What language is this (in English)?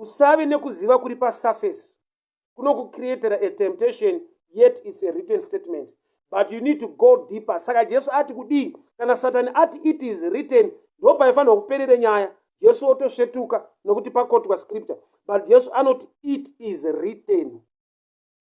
Shona